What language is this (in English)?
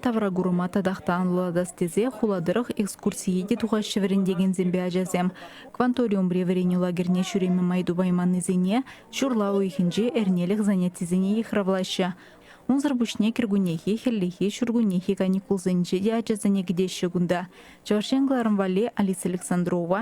Chuvash